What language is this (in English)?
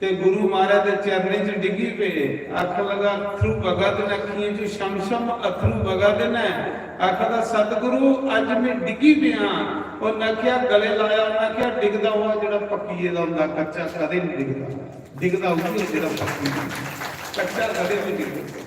Dogri